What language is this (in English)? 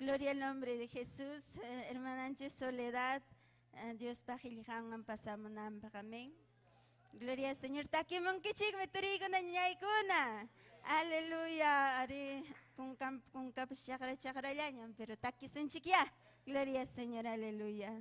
Ayacucho Quechua